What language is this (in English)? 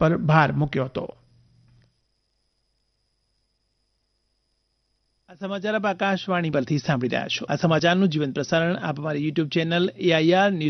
Gujarati